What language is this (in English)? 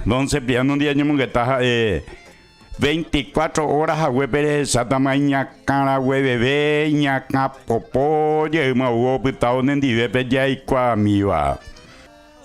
Guarani